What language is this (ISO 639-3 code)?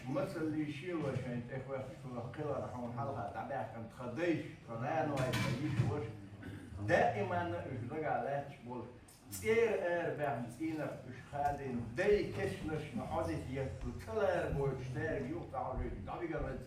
che